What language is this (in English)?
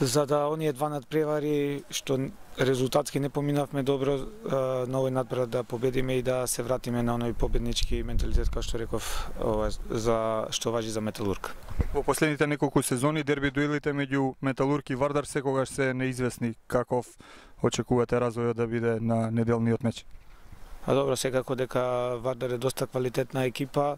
Macedonian